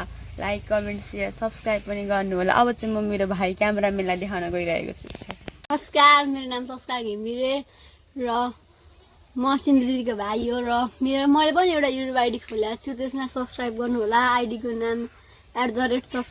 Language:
Nepali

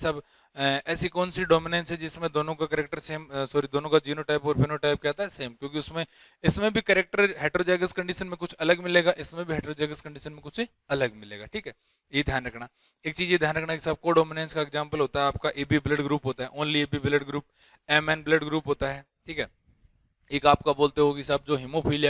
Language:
Hindi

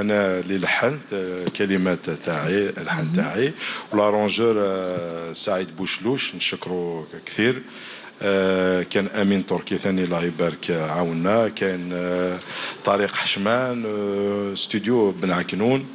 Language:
Algerian Arabic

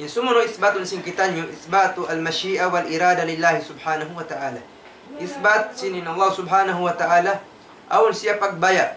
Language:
Tausug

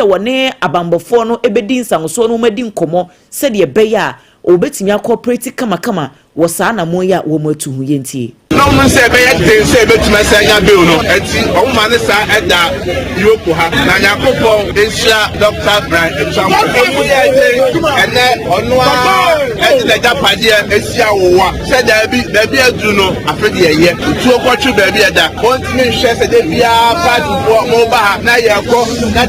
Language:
Akan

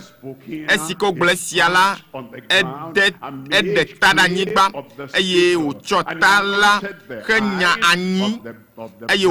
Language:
Ewe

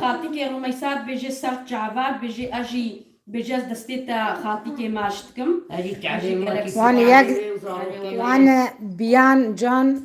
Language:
Kurdish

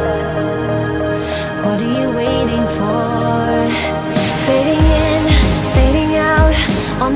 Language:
English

